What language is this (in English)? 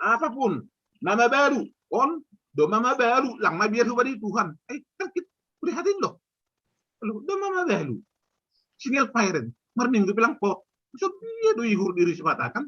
Batak Simalungun